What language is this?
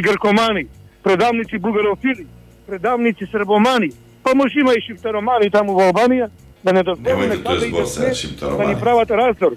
Macedonian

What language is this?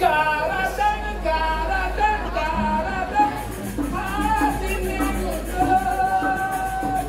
Balinese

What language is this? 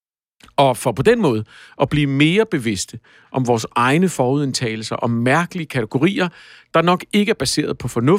Danish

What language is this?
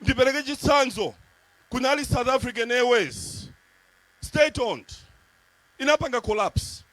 Nyanja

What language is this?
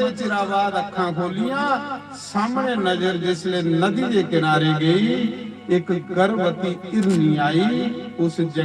Dogri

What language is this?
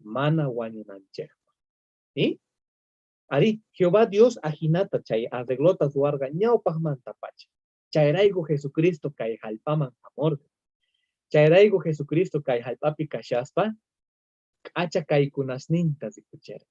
South Bolivian Quechua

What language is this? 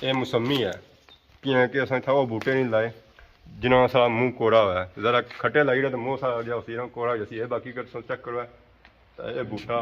Pahari-Potwari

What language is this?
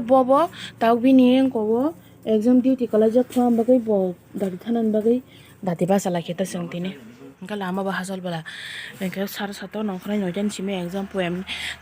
Kok Borok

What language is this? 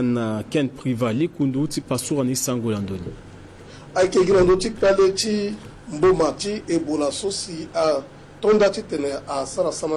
Sango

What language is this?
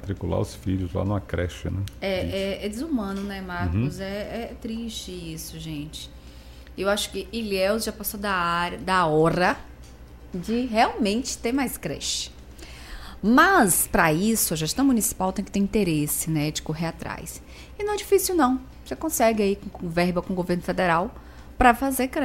Portuguese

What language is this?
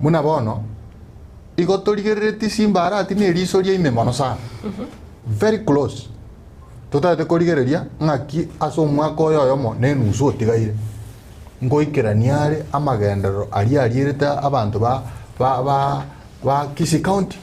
Gusii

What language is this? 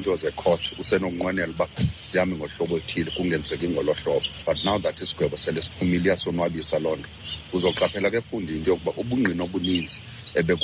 Xhosa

